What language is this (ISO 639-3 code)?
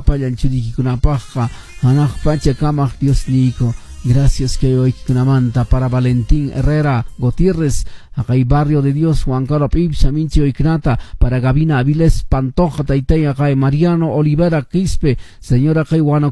que